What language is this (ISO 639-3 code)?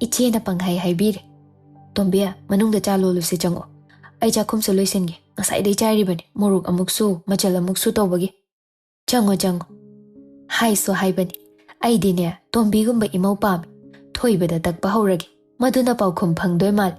mni